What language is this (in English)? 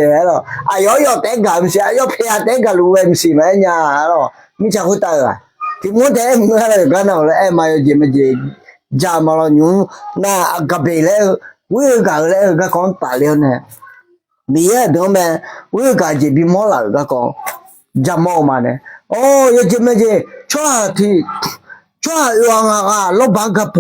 Akha